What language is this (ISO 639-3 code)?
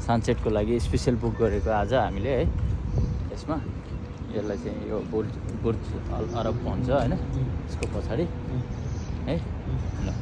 nep